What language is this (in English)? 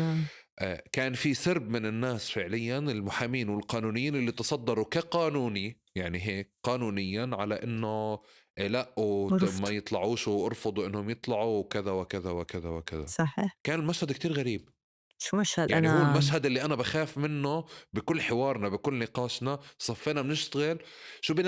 North Levantine Arabic